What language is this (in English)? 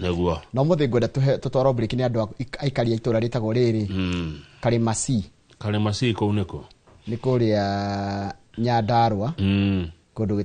Kikuyu